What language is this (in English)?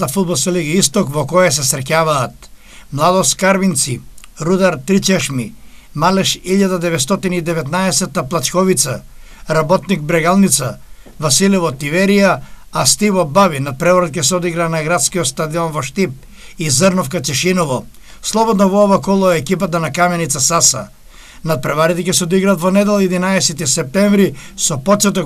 Macedonian